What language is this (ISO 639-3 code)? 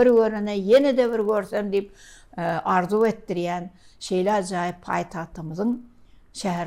tuk